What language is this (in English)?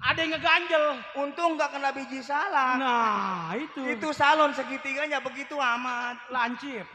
Betawi